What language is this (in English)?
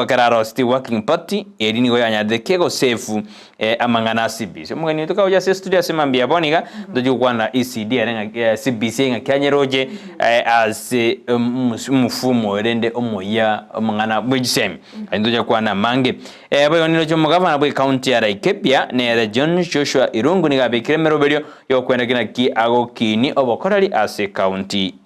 Gusii